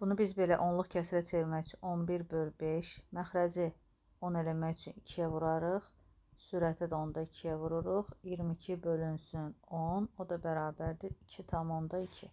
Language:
Azerbaijani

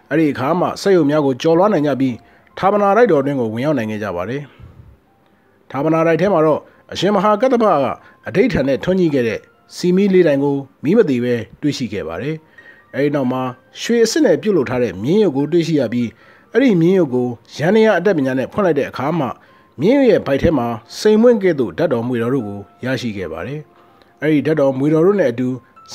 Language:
Burmese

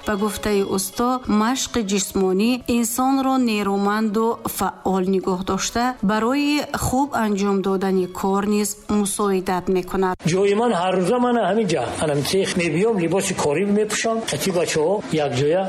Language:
Tajik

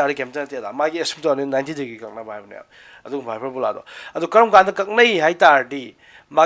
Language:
Manipuri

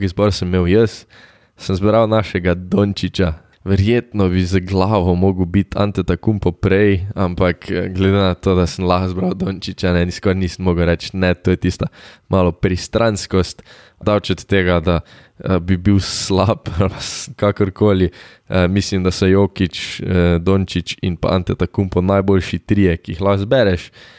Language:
Slovenian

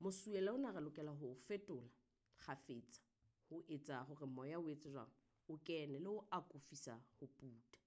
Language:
Southern Sotho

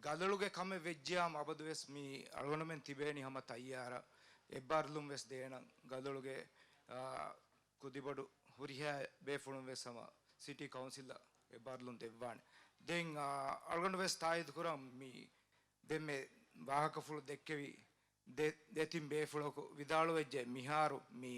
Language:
Divehi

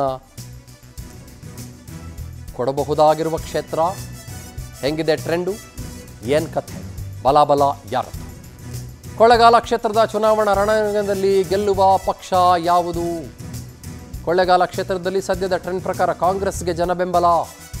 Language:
Kannada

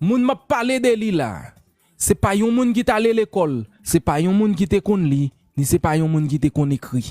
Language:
Haitian Creole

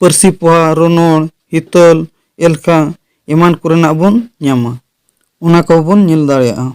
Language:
Santali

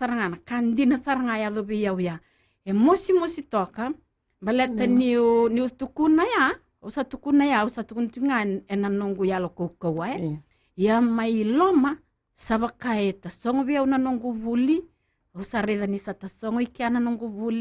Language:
Fijian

